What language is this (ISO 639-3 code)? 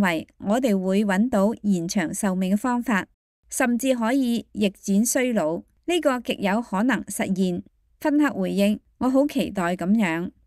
yue